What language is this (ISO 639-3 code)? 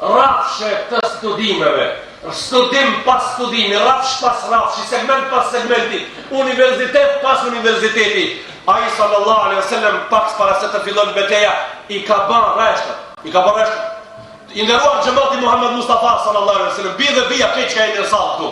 sqi